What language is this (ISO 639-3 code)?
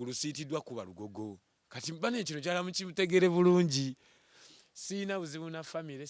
lug